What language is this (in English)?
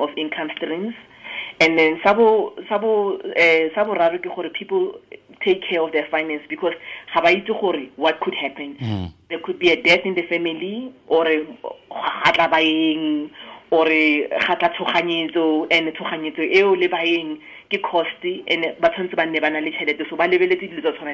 Tswana